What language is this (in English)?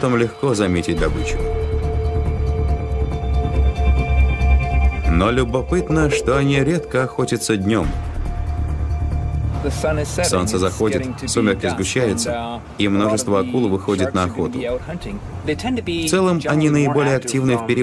Russian